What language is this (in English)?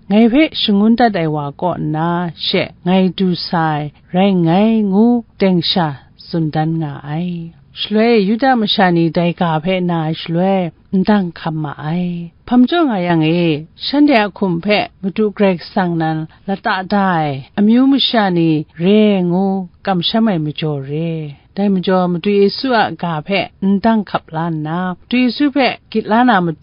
Kachin